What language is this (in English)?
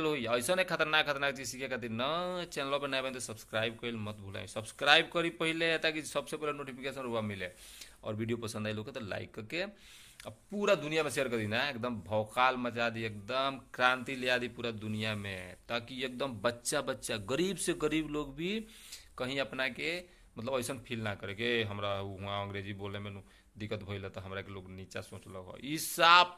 Bhojpuri